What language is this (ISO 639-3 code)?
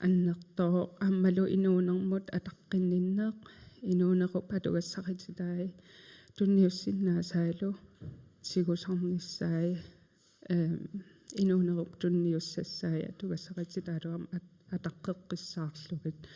kal